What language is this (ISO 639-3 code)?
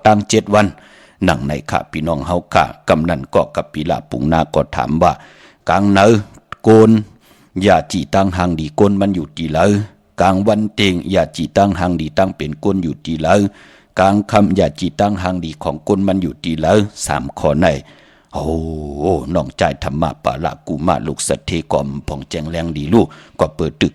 shn